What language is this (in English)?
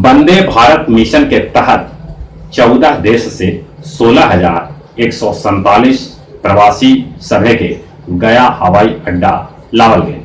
Magahi